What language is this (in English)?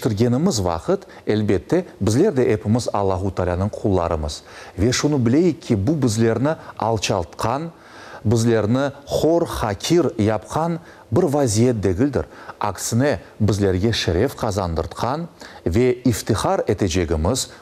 Crimean Tatar